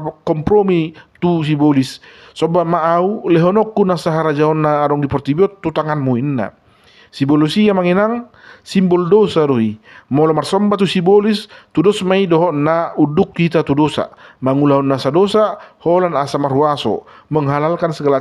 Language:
Batak Toba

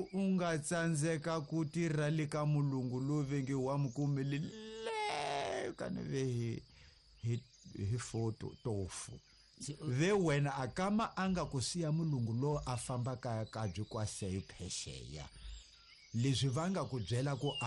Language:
Tsonga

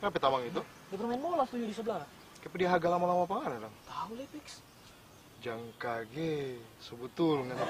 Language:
Manado Malay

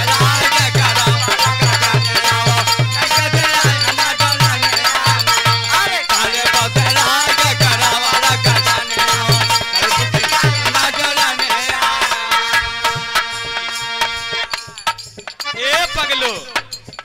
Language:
Bhojpuri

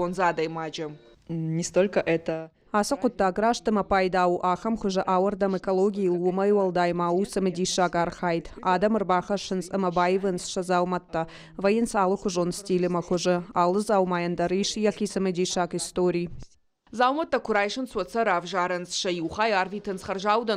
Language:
Ossetic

